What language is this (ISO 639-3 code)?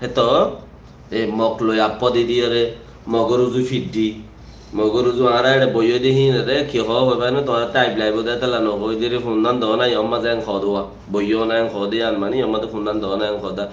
rhg